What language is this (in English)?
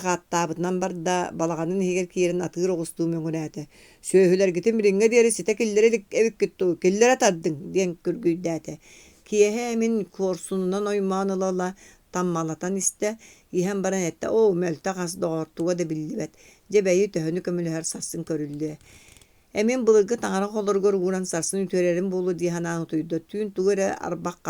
Yakut